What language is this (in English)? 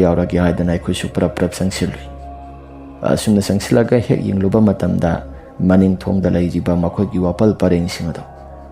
Manipuri